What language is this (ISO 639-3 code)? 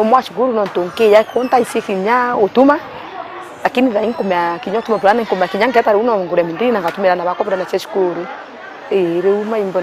mer